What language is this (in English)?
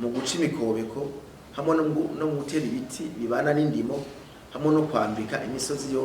Rundi